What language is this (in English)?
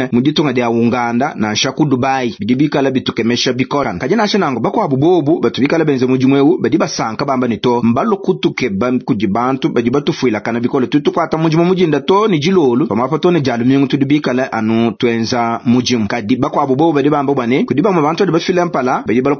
Luba-Lulua